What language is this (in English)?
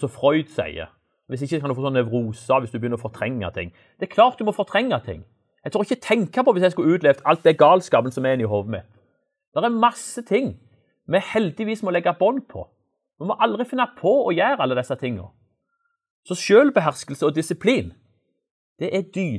Norwegian